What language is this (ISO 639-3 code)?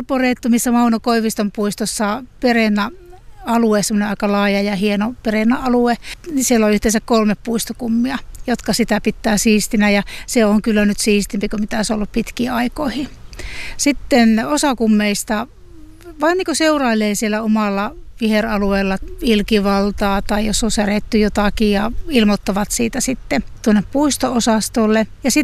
fin